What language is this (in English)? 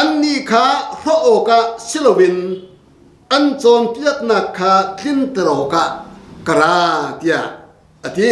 Hakha Chin